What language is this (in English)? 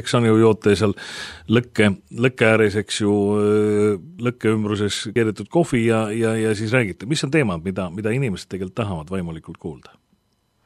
Estonian